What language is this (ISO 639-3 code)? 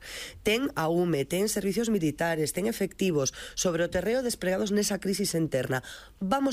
glg